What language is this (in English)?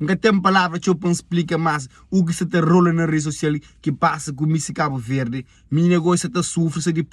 Kabuverdianu